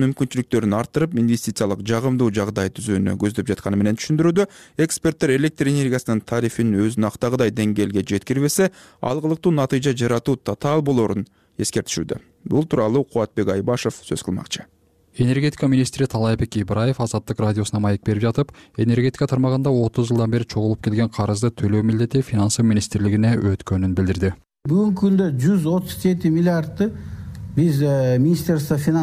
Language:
Kyrgyz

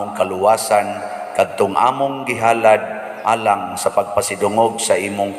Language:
Cebuano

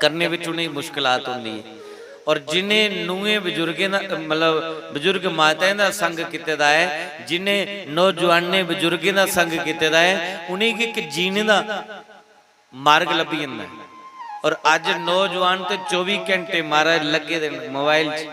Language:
Dogri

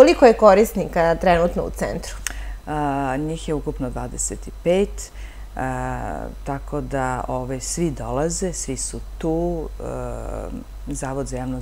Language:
Serbian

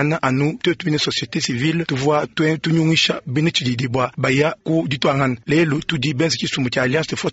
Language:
Luba-Lulua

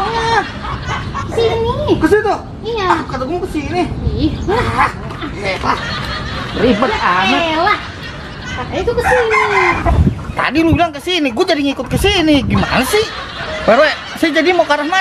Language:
Betawi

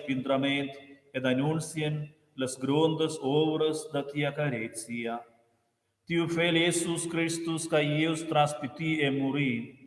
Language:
Romansh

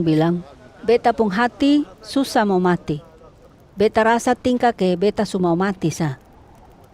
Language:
Kupang Malay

